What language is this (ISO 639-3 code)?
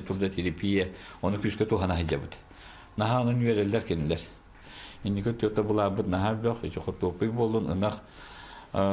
sah